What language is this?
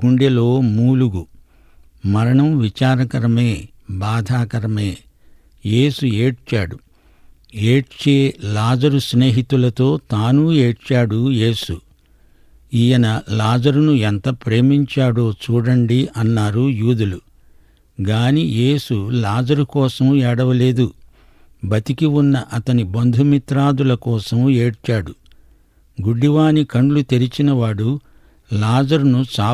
Telugu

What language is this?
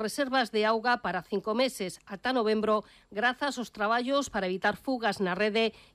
Galician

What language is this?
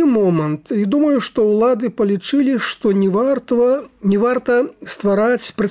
Belarusian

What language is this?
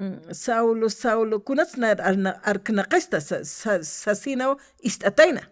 Aymara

